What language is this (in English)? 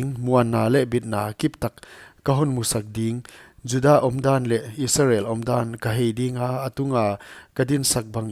Paite Chin